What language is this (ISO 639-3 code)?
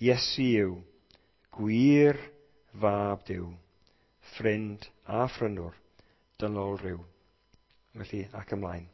cym